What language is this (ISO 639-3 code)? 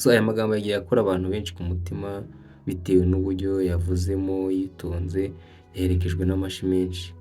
kin